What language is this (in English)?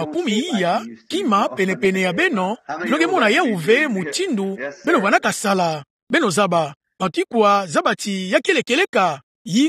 Kituba (Democratic Republic of Congo)